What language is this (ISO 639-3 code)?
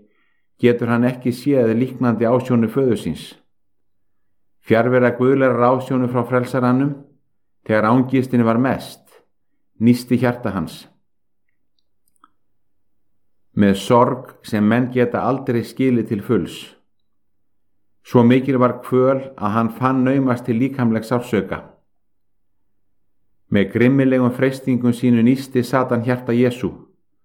isl